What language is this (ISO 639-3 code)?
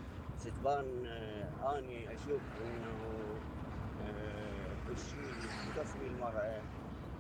acm